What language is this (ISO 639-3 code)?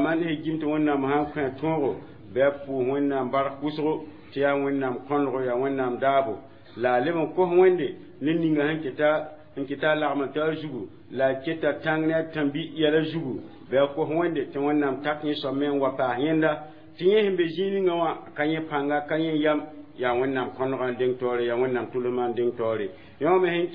mos